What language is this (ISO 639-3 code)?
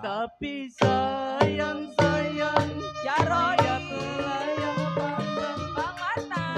bew